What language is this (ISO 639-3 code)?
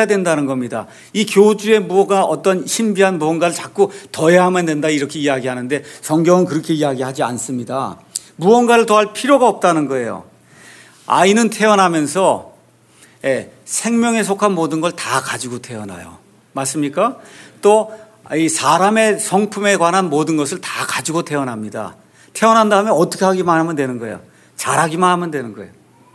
kor